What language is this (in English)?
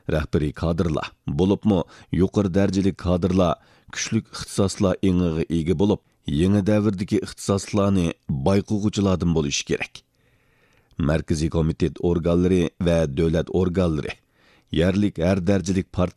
Uyghur